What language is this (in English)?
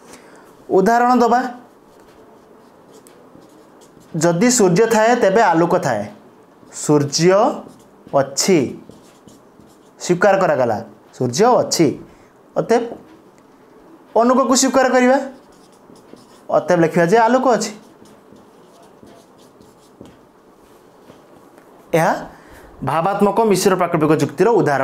Odia